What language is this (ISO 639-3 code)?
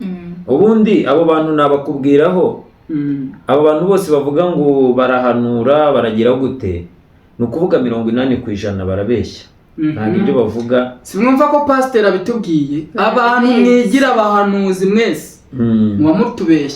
kin